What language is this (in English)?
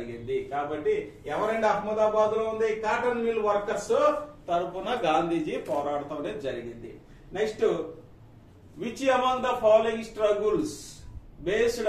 Telugu